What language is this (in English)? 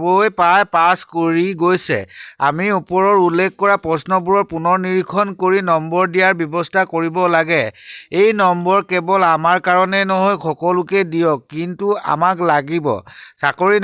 Assamese